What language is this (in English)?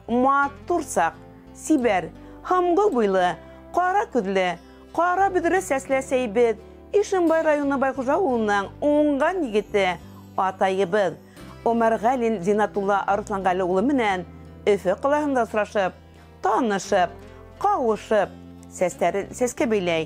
Bashkir